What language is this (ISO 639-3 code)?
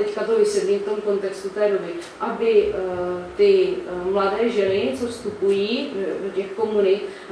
ces